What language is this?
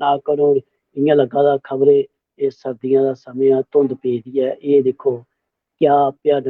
Dogri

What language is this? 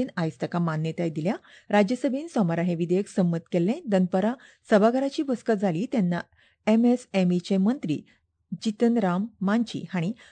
Konkani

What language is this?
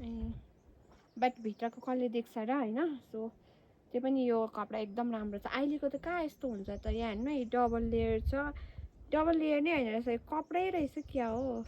Nepali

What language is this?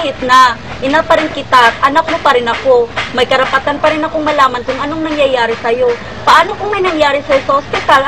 Filipino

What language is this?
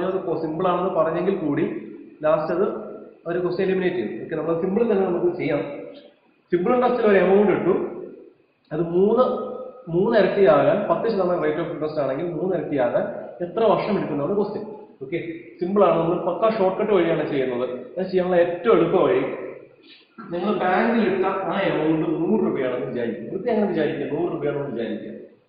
Malayalam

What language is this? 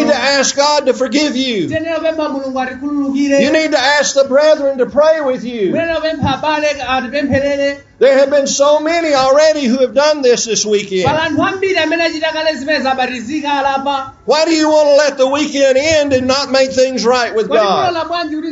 Nyanja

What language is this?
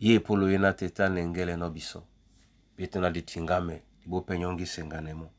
Duala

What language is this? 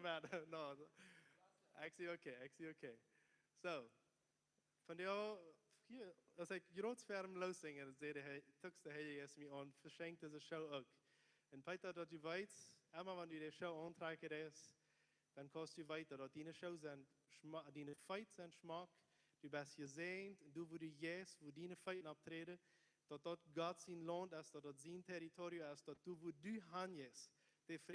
Plautdietsch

